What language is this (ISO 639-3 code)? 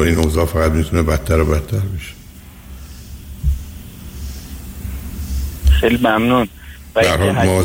fas